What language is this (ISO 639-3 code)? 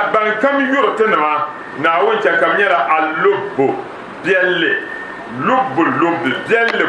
dag